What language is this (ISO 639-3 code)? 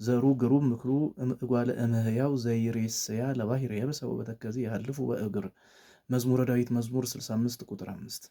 amh